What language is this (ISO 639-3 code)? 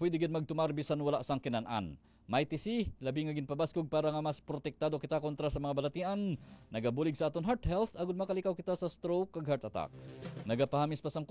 hil